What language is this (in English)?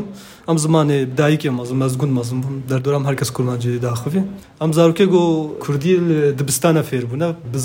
Kurdish